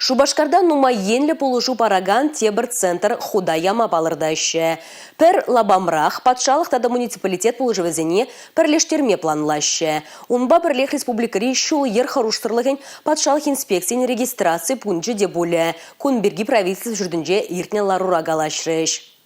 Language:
Chuvash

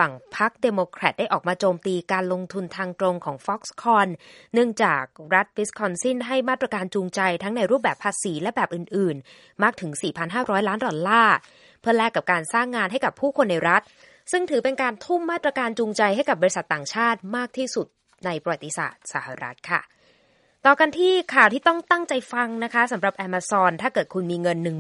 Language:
Thai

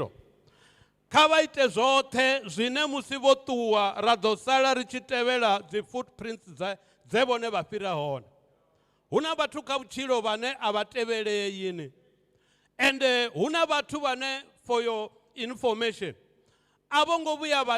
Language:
Venda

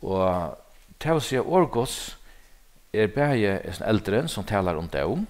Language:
Faroese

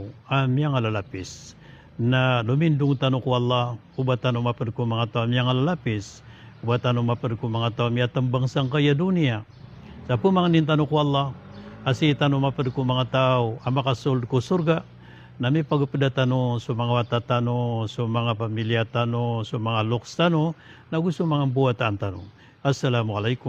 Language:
Maranao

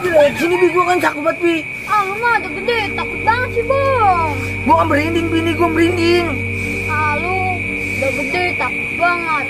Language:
Betawi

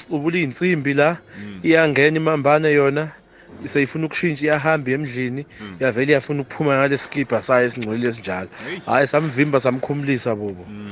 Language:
South Ndebele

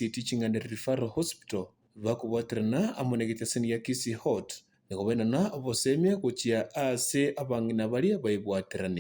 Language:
Gusii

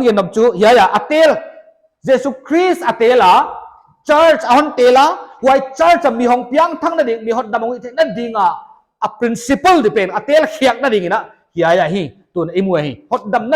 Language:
Paite Chin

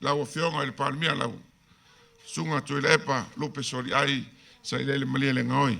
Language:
Samoan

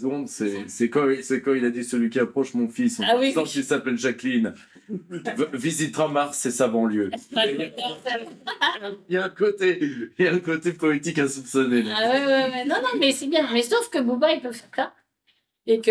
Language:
French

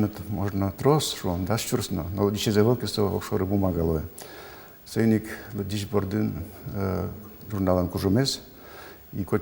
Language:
Udmurt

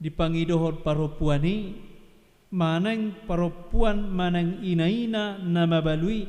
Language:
Batak Toba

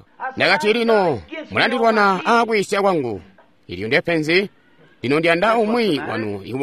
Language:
Tonga (Zambia)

